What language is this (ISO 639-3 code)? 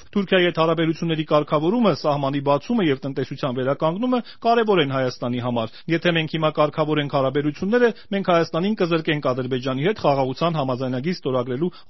hye